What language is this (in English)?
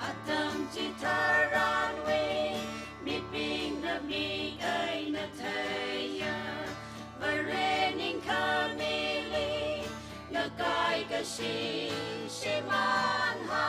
Tangkhul Naga (India)